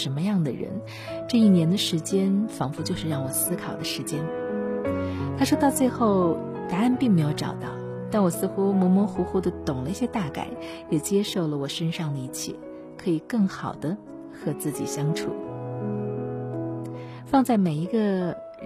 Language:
Chinese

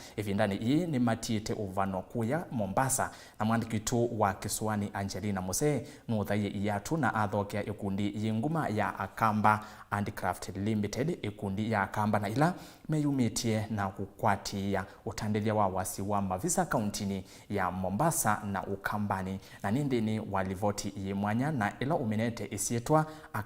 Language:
Kamba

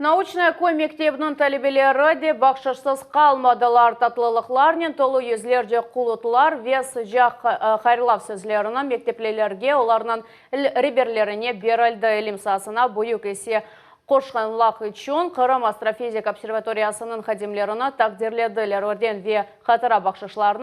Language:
Crimean Tatar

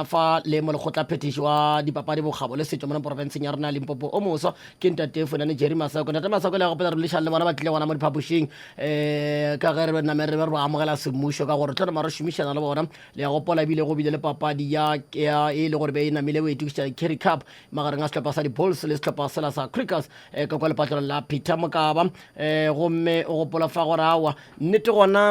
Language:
Northern Sotho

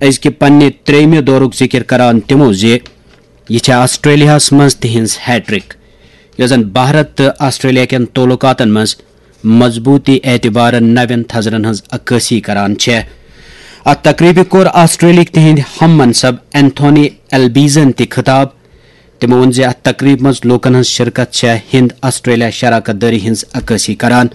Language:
Kashmiri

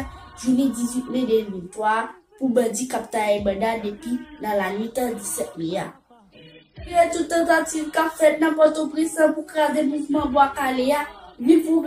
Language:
Haitian Creole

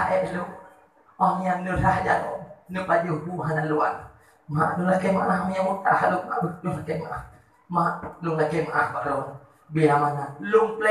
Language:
Achinese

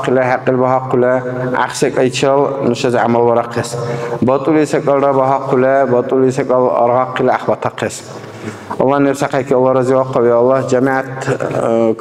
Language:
Dargwa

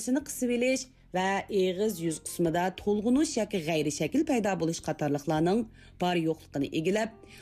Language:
Uyghur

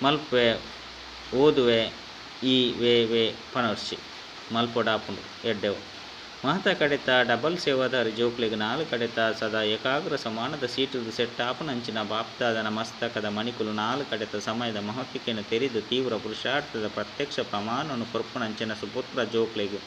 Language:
Tulu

